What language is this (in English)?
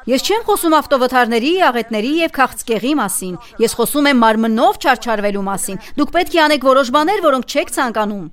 Armenian